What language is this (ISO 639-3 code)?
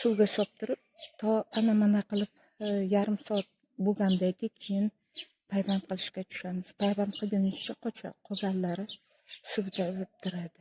uzb